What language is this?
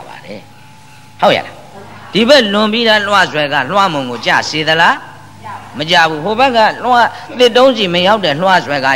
Burmese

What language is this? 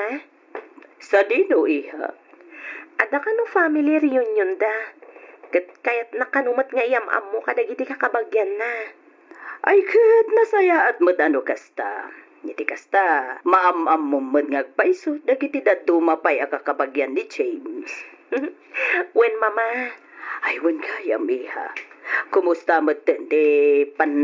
Iloko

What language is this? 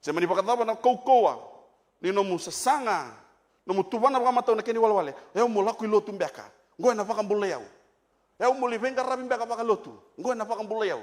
Fijian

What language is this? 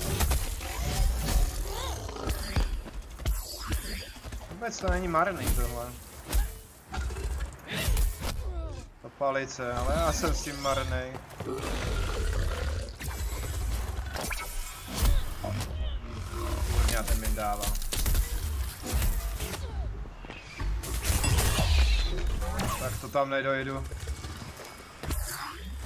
Czech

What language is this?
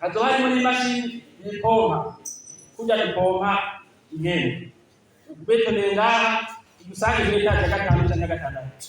Rundi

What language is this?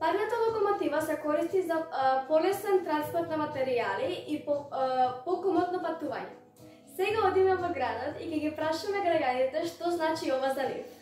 Macedonian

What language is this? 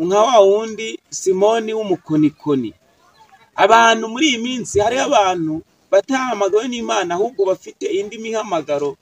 Kinyarwanda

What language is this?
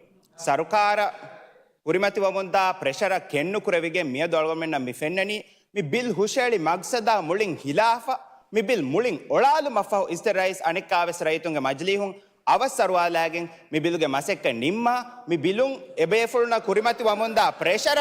Divehi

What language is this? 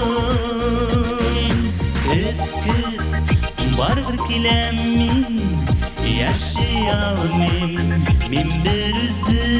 Tatar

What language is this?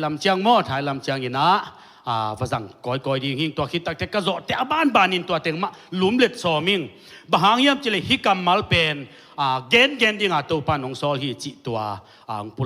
Tedim Chin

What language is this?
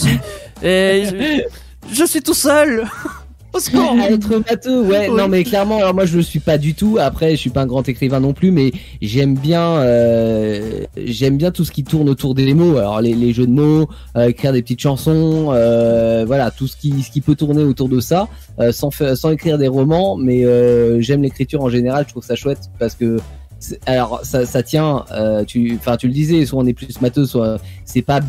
French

